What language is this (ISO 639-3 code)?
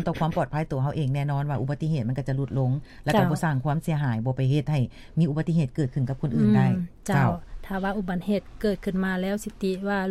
lao